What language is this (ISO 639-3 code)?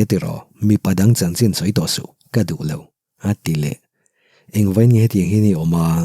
lus